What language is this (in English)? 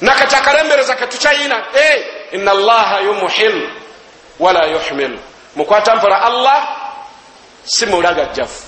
Ganda